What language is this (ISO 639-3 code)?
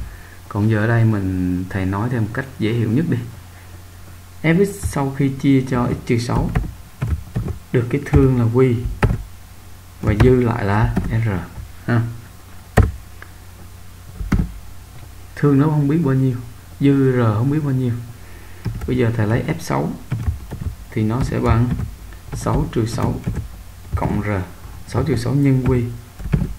vie